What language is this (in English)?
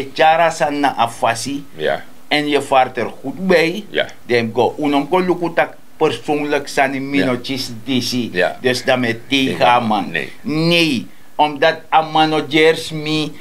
Sranan Tongo